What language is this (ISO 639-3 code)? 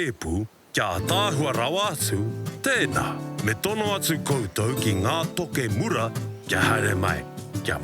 mri